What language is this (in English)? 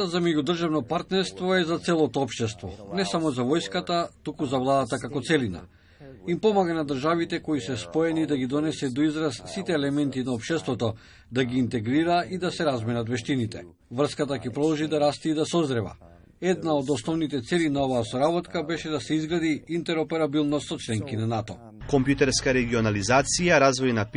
Macedonian